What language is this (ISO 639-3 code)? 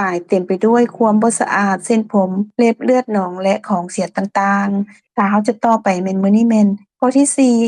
lao